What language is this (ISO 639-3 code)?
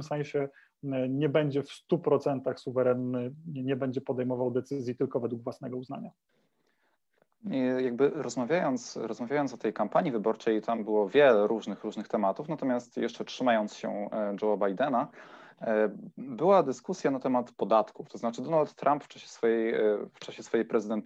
pol